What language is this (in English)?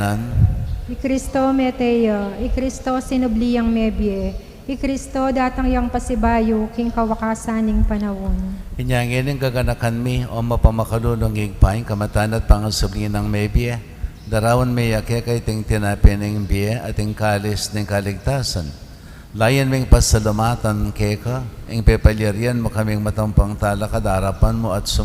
Pampanga